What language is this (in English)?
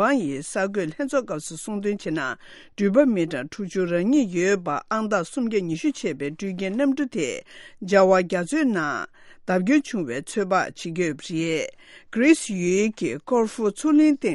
Tibetan